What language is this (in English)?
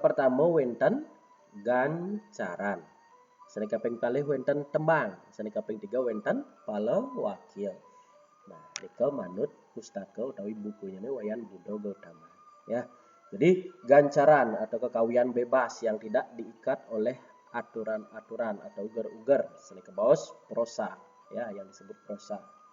Balinese